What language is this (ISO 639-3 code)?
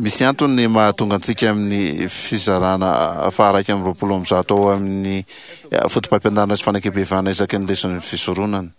mlg